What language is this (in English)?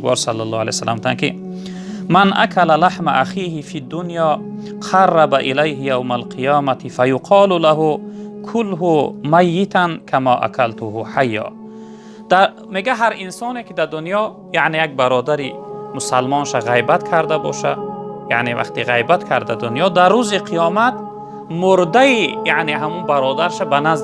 Tajik